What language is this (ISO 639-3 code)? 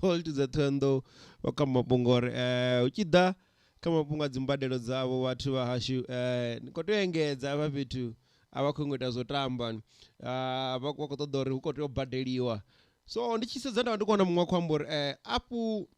ven